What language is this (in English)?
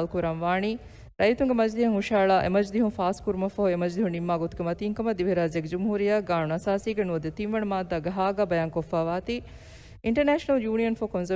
Divehi